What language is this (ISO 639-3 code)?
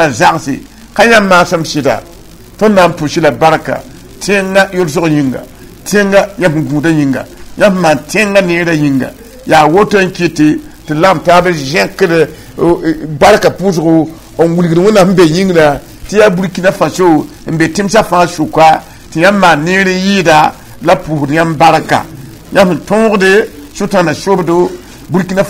mos